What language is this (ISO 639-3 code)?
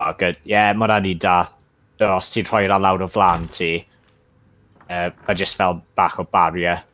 cym